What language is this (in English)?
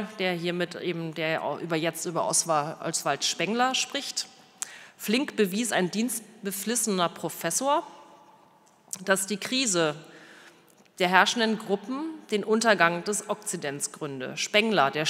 German